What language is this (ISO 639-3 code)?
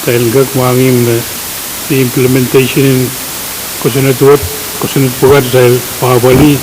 pon